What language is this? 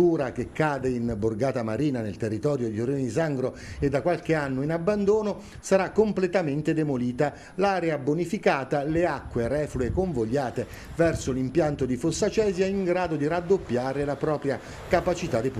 Italian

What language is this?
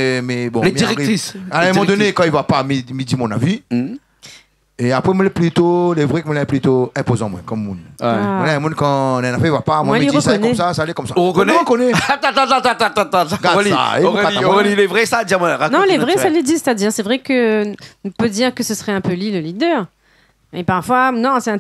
Réunion Creole French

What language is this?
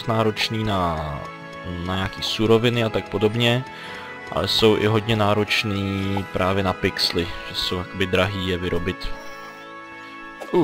Czech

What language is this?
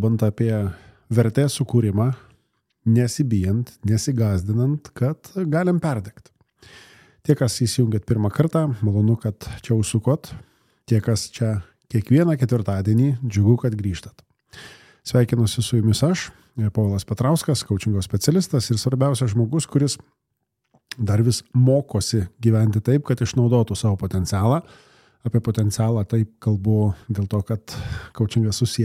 Lithuanian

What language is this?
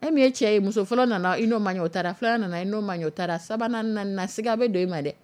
Dyula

